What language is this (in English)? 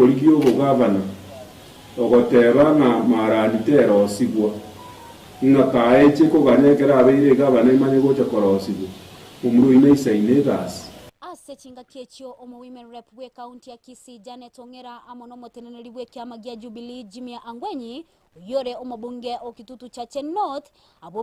Gusii